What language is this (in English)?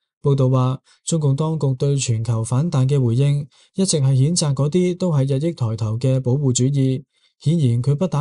Cantonese